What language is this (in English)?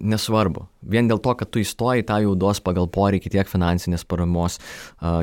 Lithuanian